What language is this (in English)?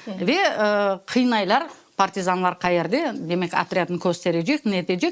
Crimean Tatar